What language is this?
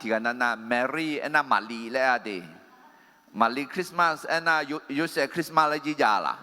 Akha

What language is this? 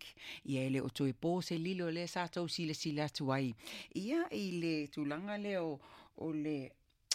Samoan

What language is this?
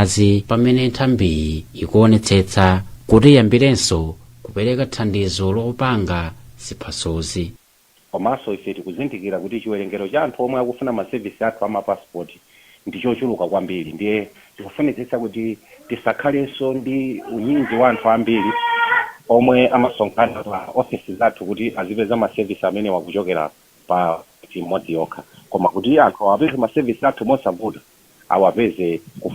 Nyanja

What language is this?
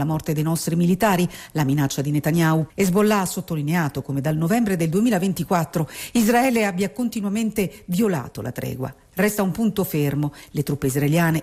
Italian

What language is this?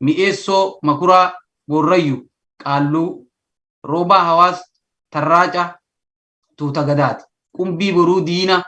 Oromo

